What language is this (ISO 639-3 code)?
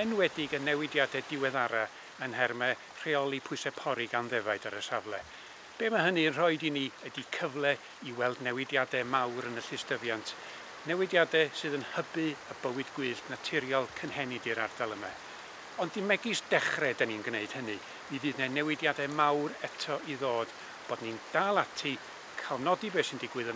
cym